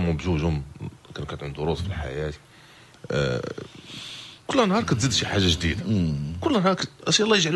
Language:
Moroccan Arabic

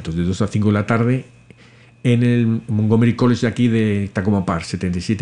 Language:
Spanish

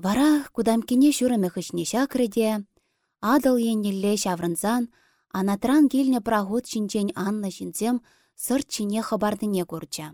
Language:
Chuvash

